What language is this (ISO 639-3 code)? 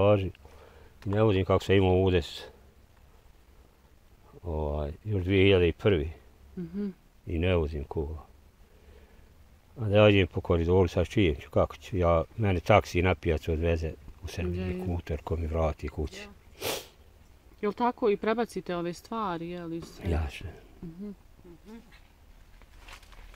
bos